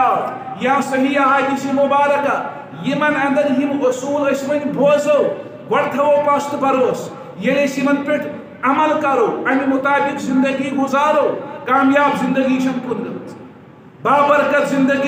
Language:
Kashmiri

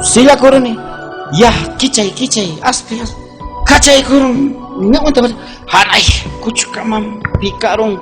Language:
Ayacucho Quechua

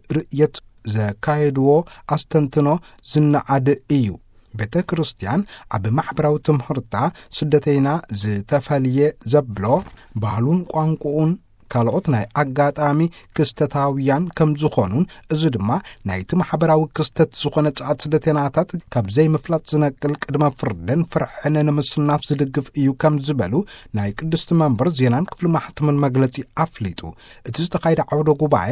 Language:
Tigrinya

